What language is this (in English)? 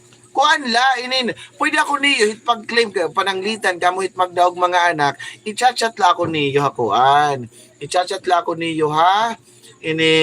Waray